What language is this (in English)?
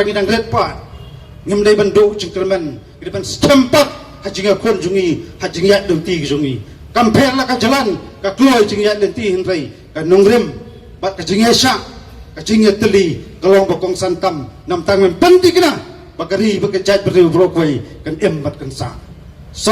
Khasi